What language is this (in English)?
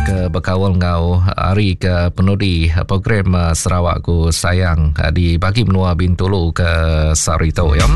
Iban